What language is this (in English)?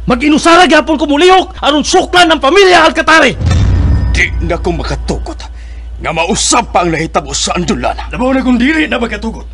Cebuano